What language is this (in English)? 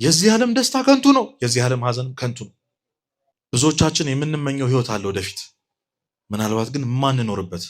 Amharic